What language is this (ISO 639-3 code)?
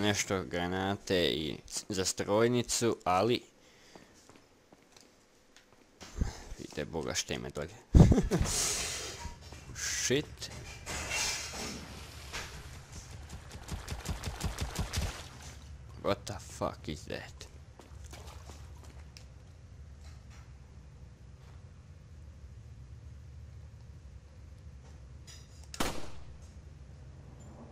hrv